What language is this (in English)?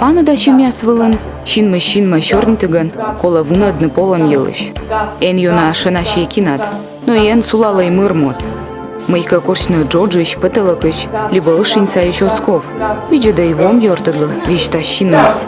Komi